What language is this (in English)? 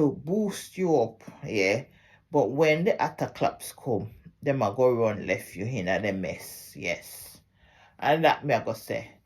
Jamaican Creole English